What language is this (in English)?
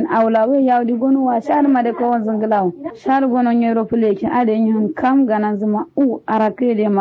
Kanuri